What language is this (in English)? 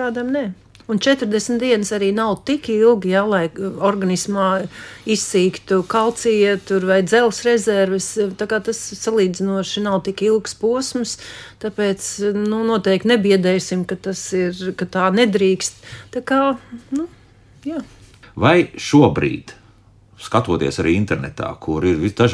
Latvian